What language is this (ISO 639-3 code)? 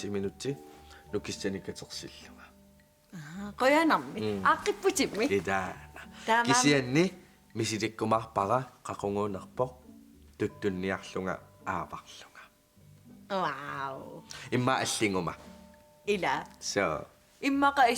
kal